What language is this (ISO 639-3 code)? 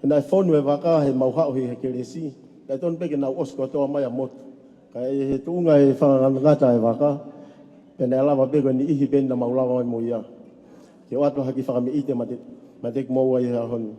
ton